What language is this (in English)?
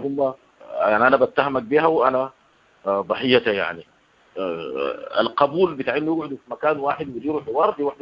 Sudanese Arabic